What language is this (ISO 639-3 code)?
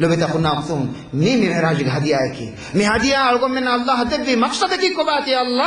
div